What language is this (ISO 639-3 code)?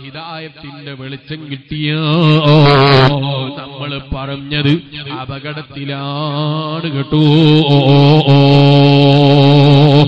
mal